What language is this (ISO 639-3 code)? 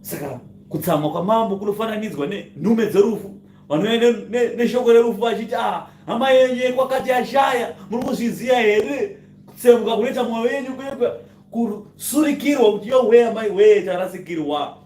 sna